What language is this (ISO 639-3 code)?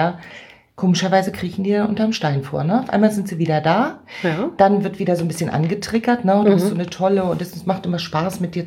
deu